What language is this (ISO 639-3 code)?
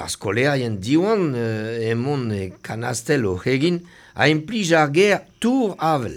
bre